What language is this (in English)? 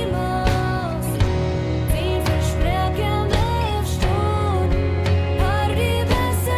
Plautdietsch